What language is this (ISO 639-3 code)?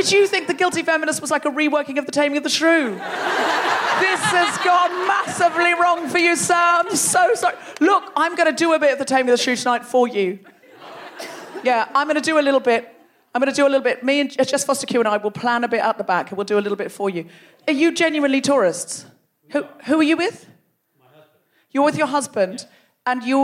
eng